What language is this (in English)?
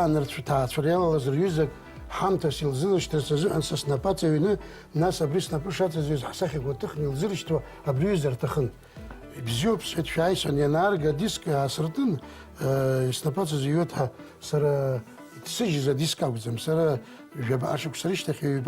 Abkhazian